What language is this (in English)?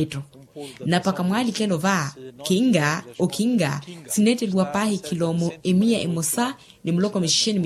Makhuwa